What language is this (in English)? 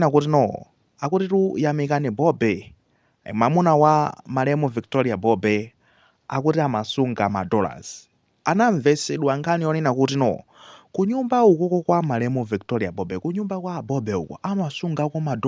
Nyanja